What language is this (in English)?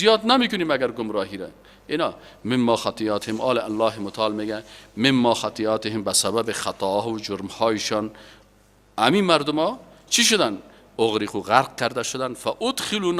Persian